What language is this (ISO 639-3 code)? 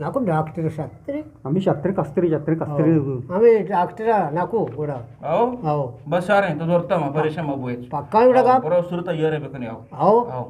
bgp